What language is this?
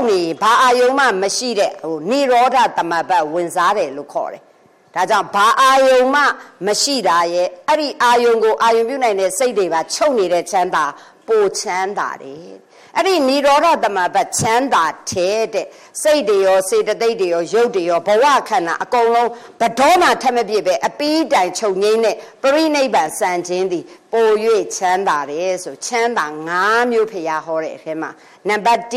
Burmese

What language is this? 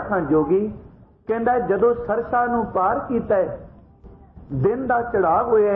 Punjabi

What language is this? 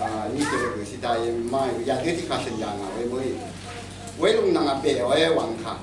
Rawang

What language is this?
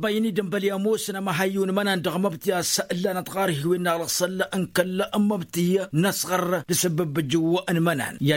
Tamasheq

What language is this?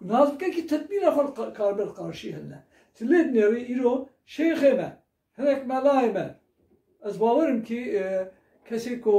Kurdish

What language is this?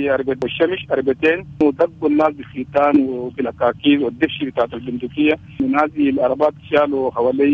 Sudanese Arabic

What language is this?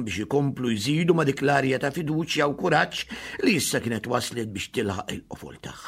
Maltese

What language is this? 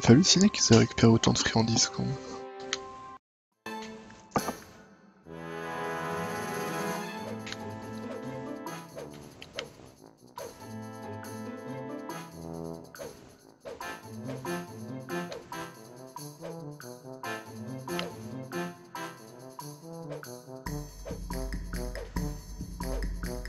French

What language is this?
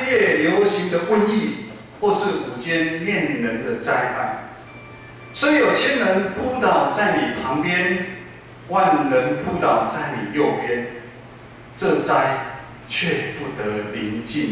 Min Nan Chinese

